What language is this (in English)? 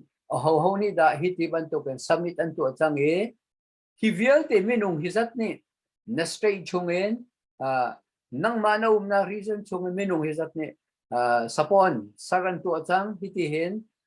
Hakha Chin